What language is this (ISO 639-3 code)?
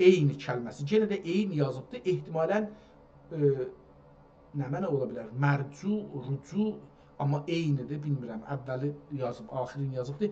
azb